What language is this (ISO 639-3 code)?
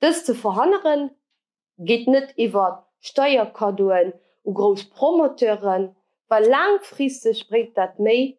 ltz